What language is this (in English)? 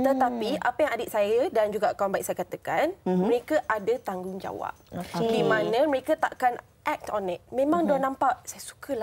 Malay